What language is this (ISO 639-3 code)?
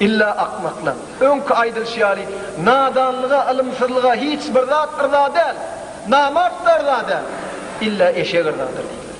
tuk